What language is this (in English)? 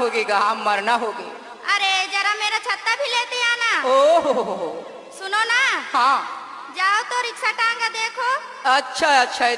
Chhattisgarhi